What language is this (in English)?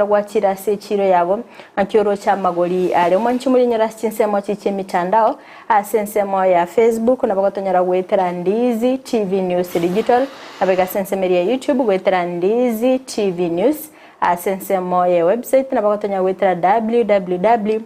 Gusii